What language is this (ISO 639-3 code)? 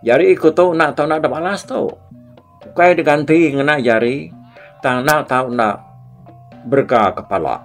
iba